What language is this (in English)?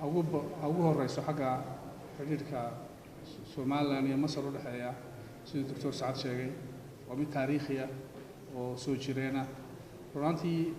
Somali